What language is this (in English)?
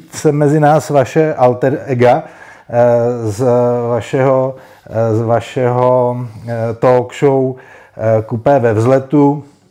Czech